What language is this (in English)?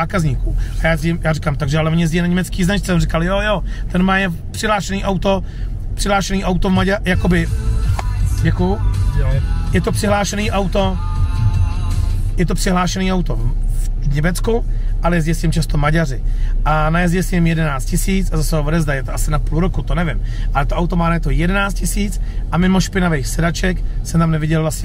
Czech